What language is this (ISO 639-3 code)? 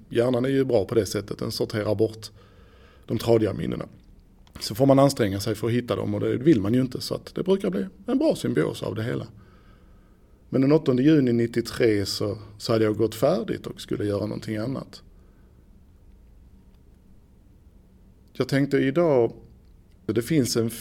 swe